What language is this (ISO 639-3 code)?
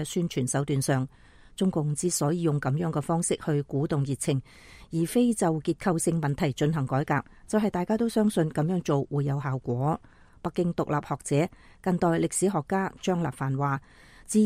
yue